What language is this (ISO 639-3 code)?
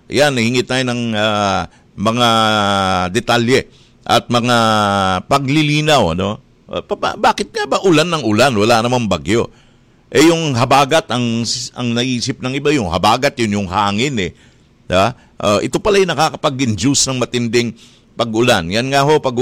fil